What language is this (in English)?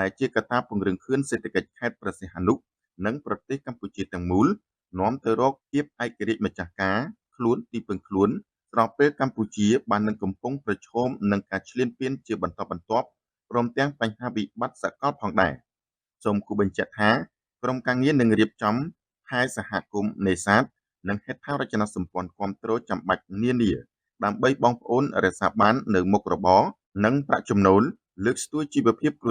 Khmer